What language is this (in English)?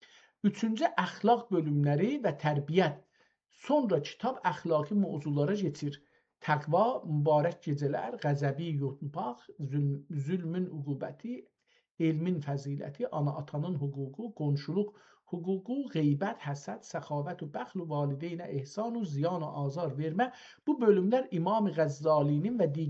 South Azerbaijani